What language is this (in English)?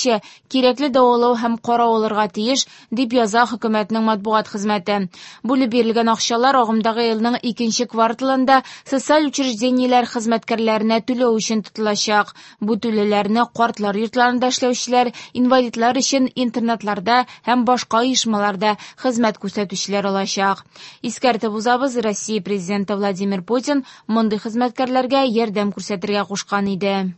Tatar